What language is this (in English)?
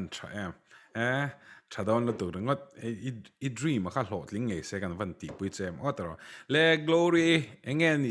Mizo